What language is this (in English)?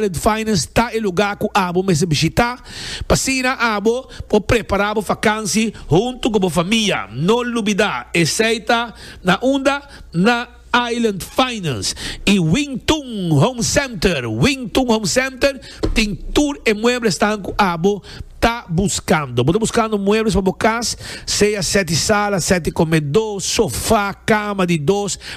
Papiamento